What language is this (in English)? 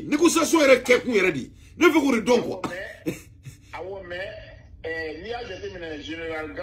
Bambara